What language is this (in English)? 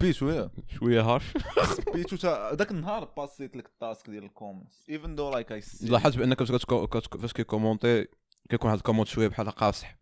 Moroccan Arabic